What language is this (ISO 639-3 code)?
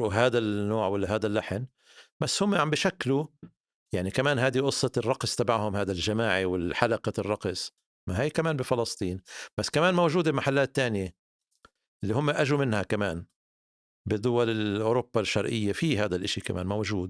apc